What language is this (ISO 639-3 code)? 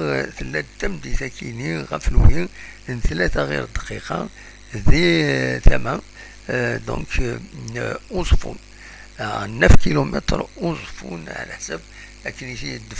kab